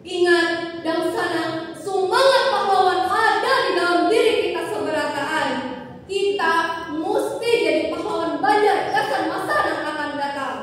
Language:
Banjar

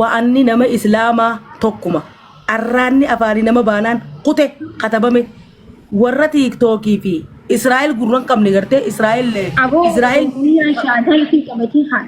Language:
Oromo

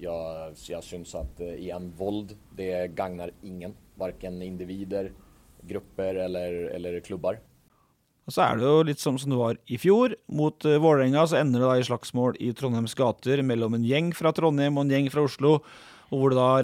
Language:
Norwegian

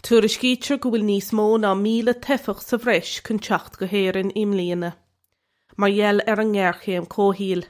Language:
Irish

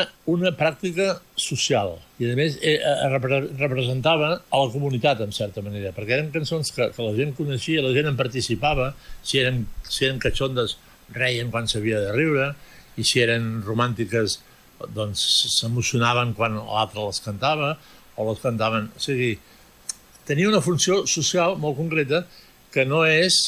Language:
Catalan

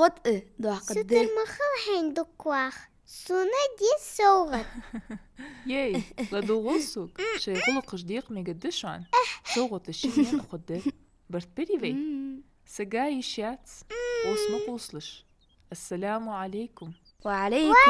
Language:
Ingush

